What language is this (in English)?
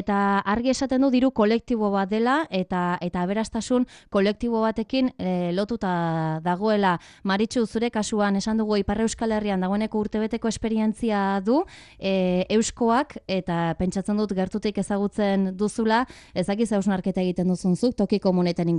Basque